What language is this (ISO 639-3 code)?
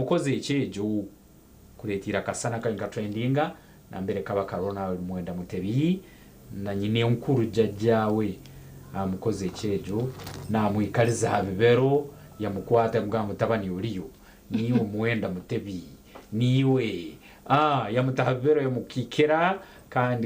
nyn